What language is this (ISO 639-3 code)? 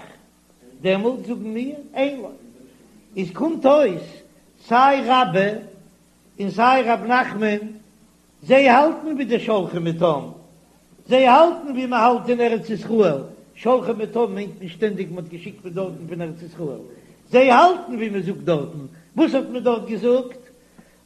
yid